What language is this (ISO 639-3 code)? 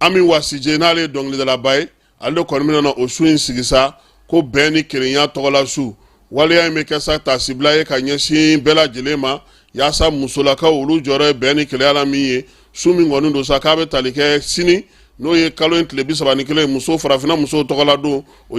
bam